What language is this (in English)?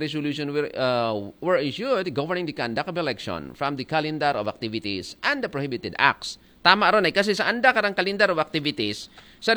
Aklanon